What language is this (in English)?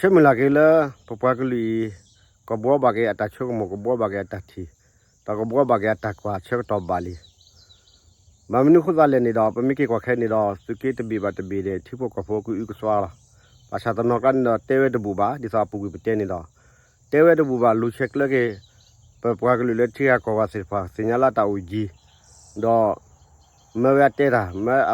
S'gaw Karen